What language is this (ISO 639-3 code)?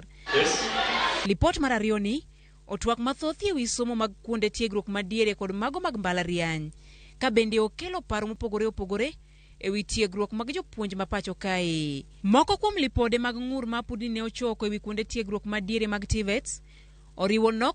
luo